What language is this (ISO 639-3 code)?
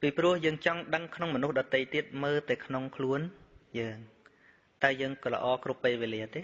khm